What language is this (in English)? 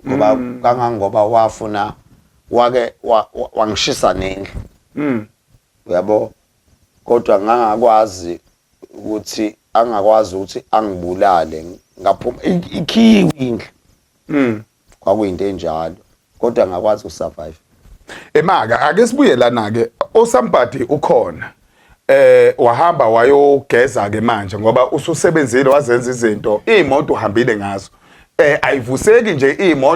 Zulu